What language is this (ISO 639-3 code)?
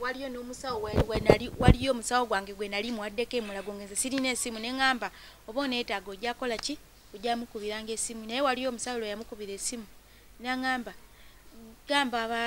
lug